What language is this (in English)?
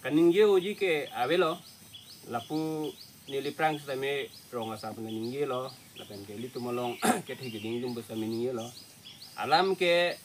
Karbi